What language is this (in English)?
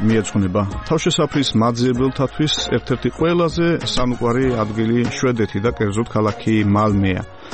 Georgian